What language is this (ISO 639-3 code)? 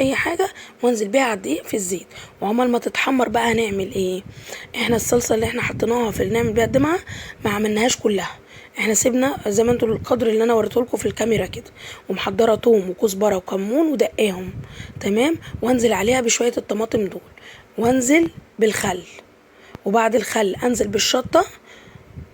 arz